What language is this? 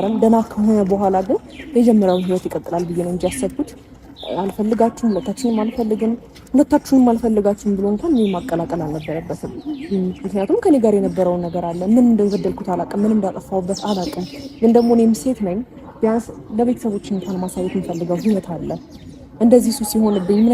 Amharic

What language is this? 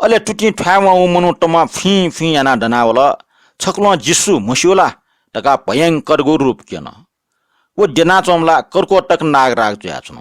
Newari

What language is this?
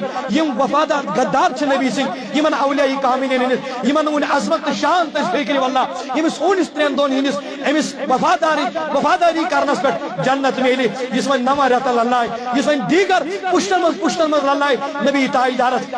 Kashmiri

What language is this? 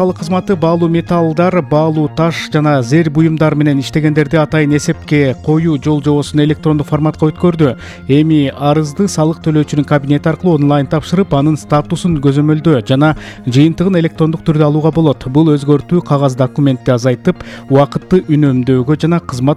Kyrgyz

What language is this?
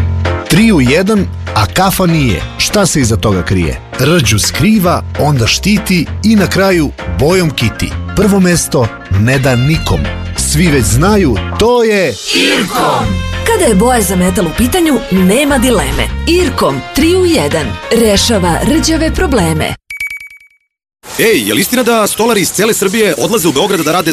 Serbian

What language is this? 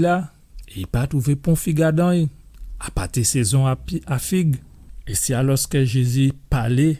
Guadeloupean Creole French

